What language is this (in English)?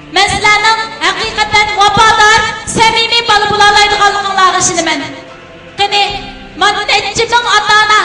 Uyghur